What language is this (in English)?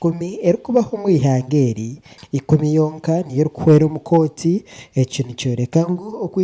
Nyankole